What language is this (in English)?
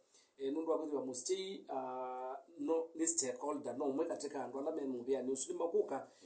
Kamba